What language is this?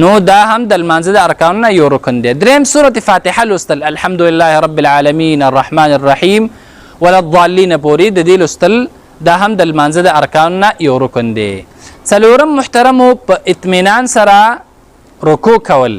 Pashto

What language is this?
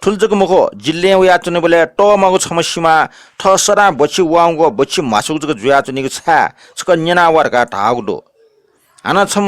Newari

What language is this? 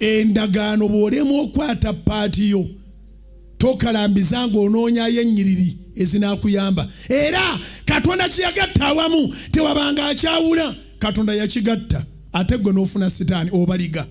Ganda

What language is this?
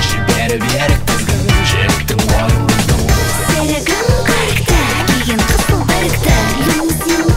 Kazakh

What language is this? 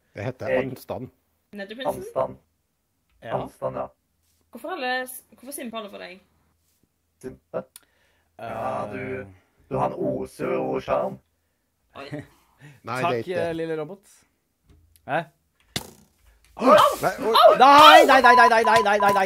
Norwegian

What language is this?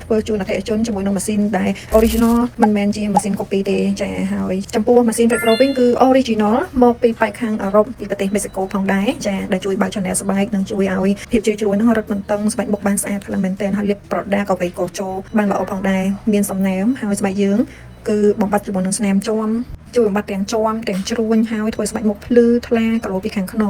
Khmer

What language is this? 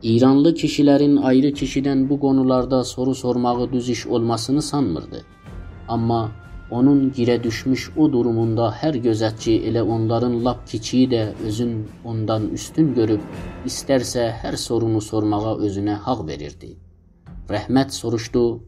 South Azerbaijani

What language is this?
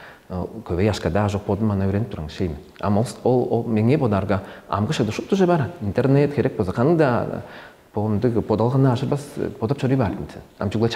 Tuvinian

